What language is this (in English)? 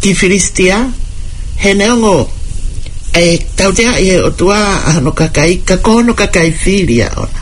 Tongan